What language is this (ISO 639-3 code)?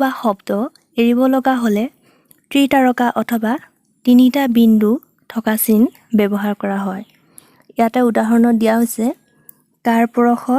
asm